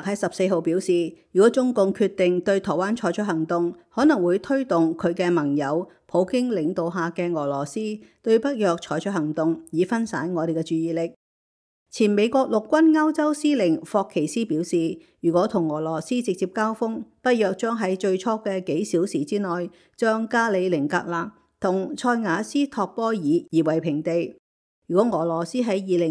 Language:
Cantonese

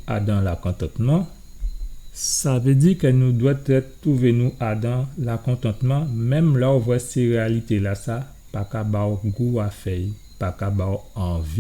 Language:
Guadeloupean Creole French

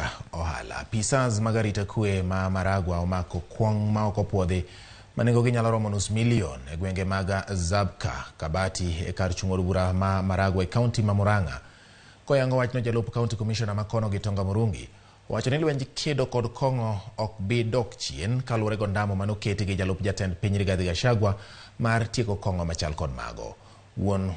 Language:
Luo (Kenya and Tanzania)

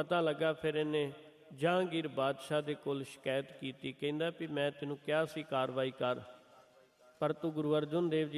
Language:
Punjabi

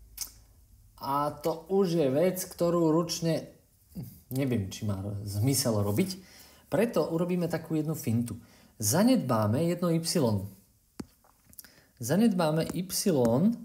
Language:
Slovak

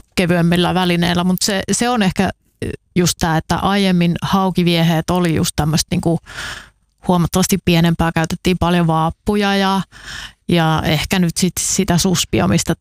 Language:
Finnish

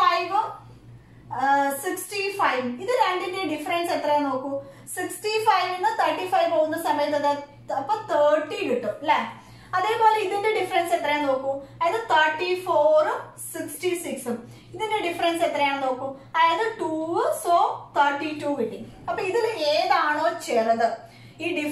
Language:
Malayalam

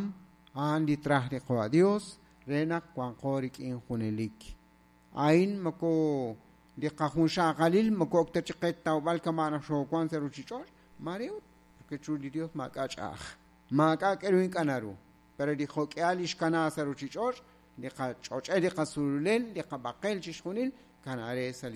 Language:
Kekchí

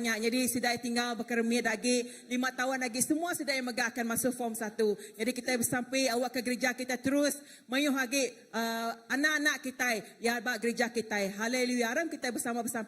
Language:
Iban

